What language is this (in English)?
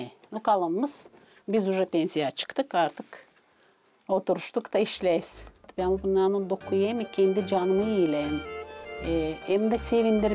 Gagauz